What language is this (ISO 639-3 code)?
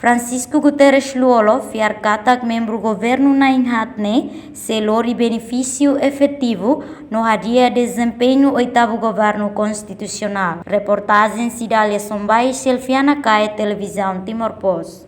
tet